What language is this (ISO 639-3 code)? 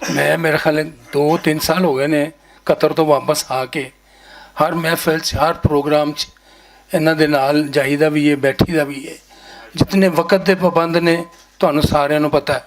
lah